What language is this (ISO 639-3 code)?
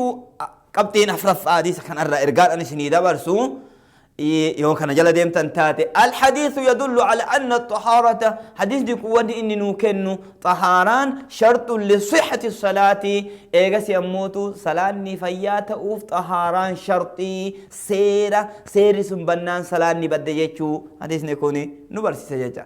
orm